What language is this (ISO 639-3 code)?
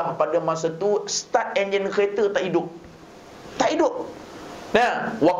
msa